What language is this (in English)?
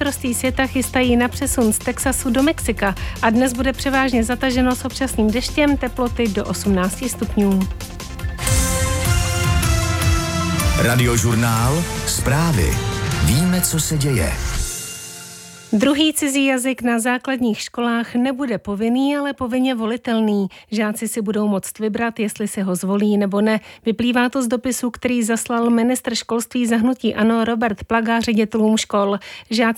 Czech